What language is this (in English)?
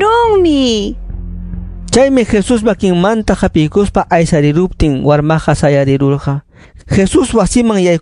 Ayacucho Quechua